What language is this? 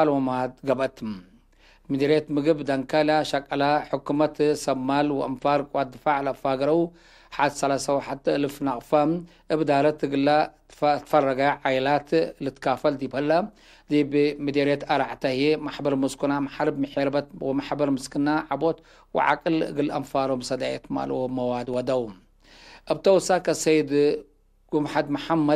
Tigre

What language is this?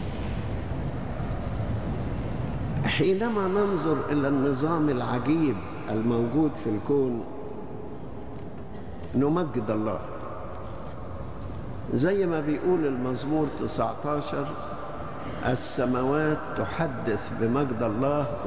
Egyptian Arabic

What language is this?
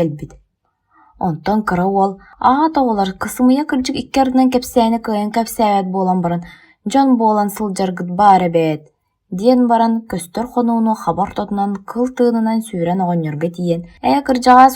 Yakut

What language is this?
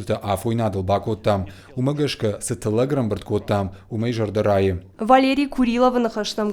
Ossetic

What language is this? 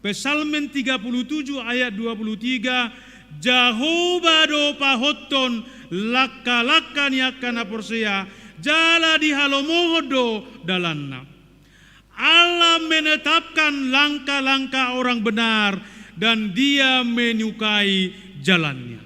Batak Toba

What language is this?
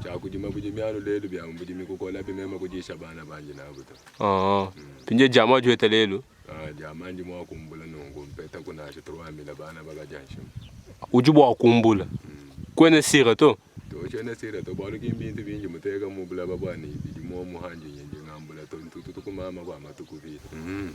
Luba-Lulua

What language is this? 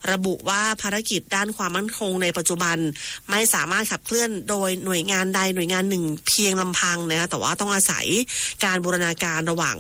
Thai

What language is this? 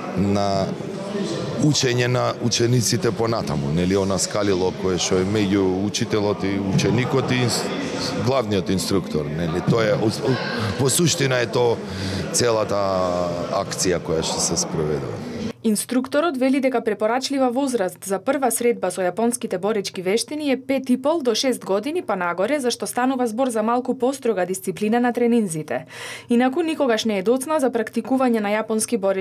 Macedonian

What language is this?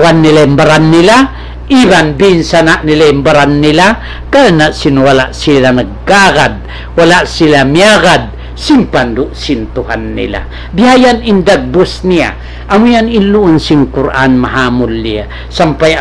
Tausug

